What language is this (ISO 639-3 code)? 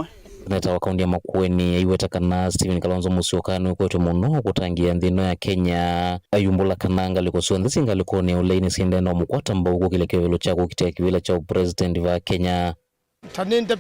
kam